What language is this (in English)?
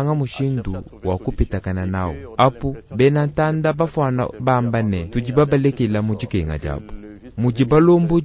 Luba-Lulua